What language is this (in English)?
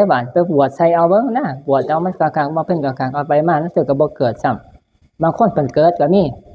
Northeastern Thai